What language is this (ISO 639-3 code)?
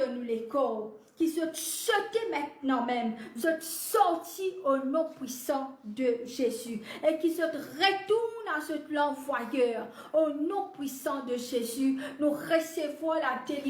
mfe